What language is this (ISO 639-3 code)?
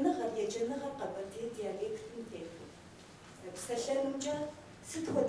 kbd